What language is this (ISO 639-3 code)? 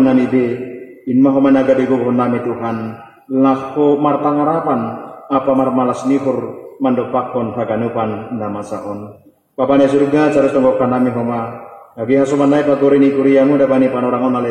bts